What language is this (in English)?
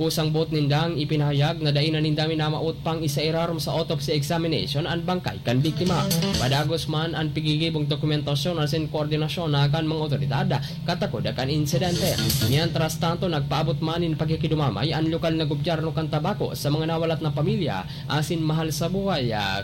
Bikol